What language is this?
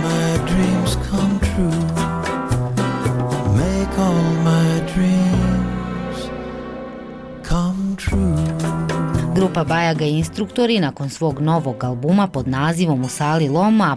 Serbian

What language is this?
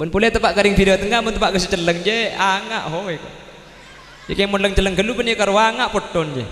Madurese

